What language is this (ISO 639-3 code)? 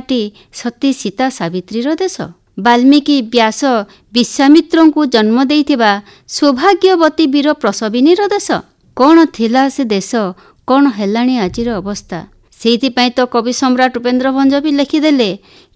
ori